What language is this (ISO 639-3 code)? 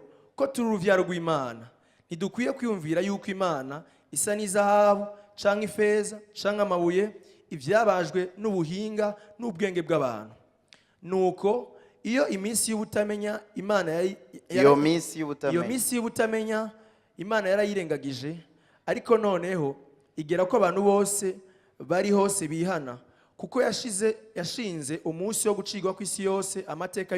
run